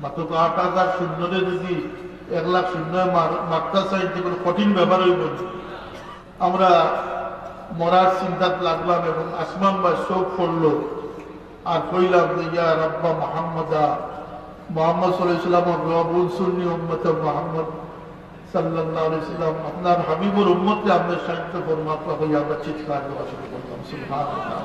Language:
Sylheti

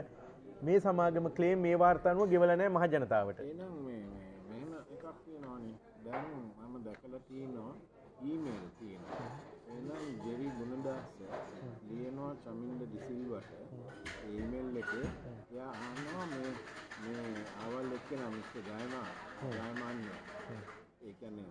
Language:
Sinhala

